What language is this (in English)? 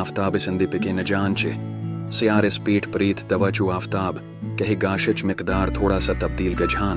Kashmiri